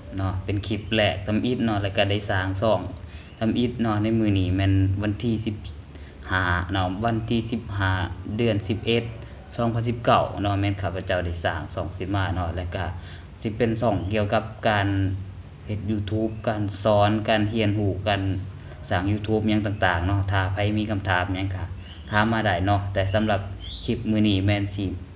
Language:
Lao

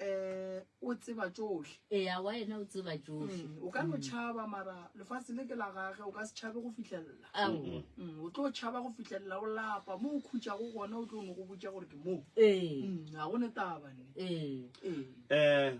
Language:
Northern Sotho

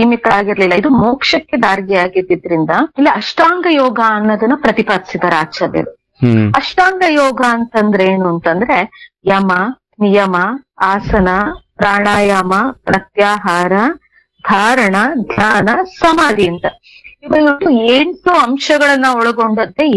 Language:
Kannada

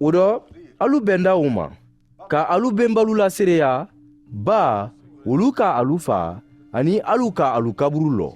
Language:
Mandingo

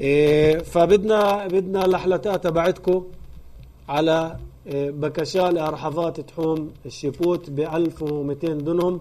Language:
North Levantine Arabic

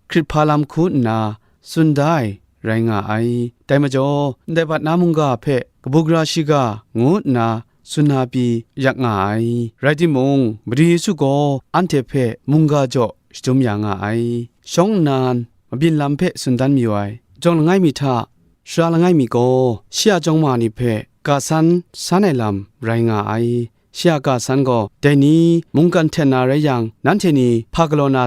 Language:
Kachin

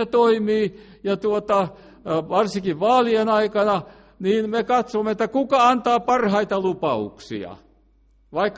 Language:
Finnish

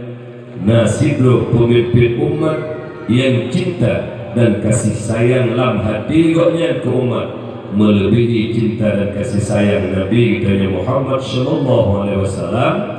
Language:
Achinese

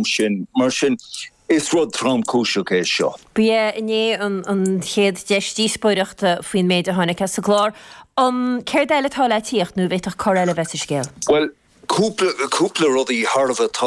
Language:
Irish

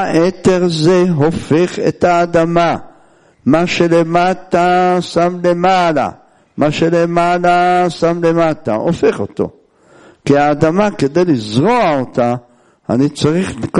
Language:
Hebrew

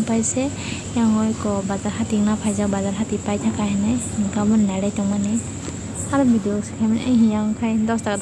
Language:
Kok Borok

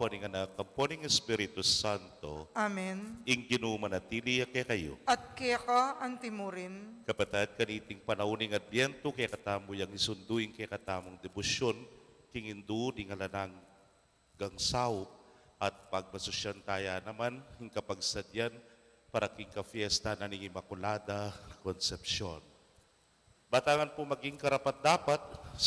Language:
Pampanga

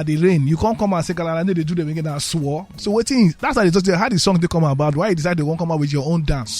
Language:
Nigerian Pidgin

